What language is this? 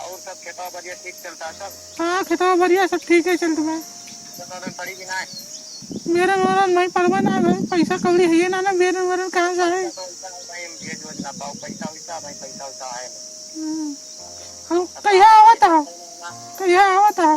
Awadhi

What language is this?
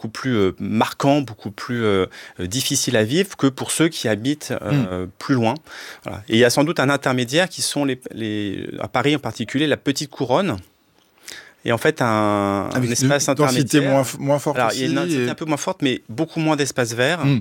French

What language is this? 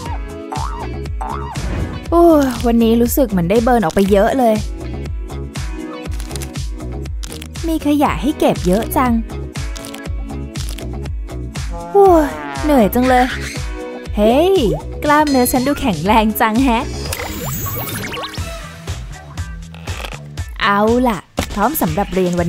Thai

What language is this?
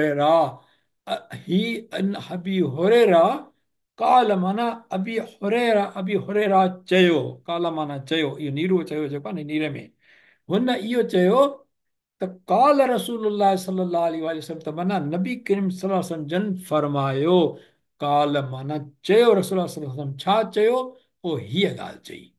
Sindhi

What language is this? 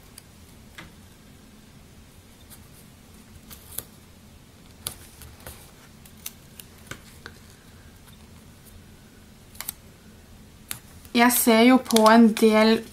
Norwegian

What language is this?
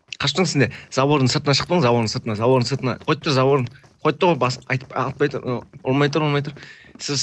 Kara-Kalpak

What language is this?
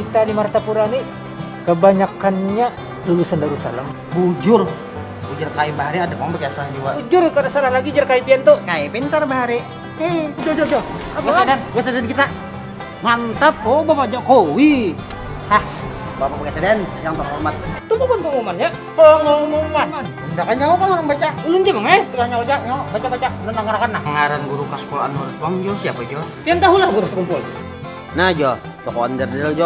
Banjar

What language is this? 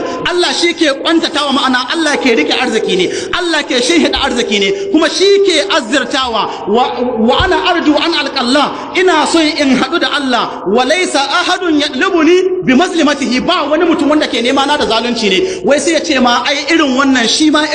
Hausa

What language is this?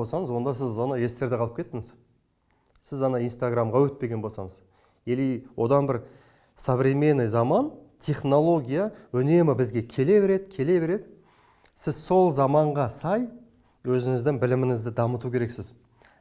Kazakh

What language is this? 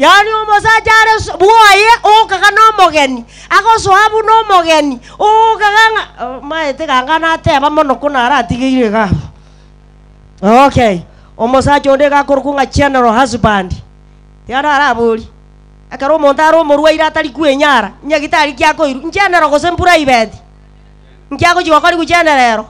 Gusii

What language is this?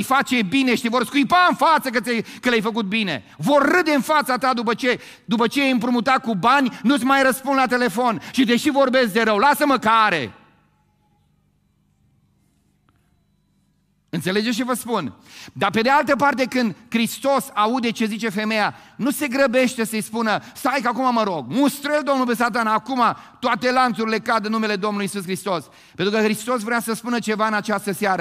Romanian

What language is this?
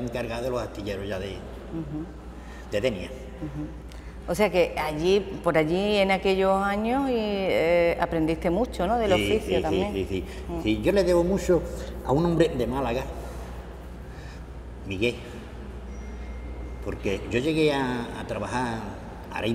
Spanish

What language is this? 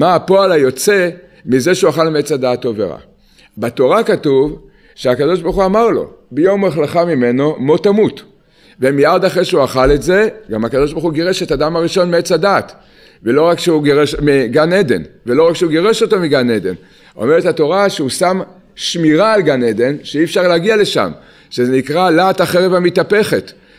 Hebrew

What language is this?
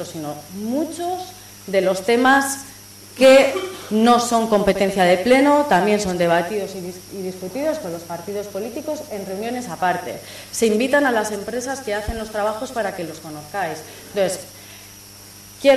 Spanish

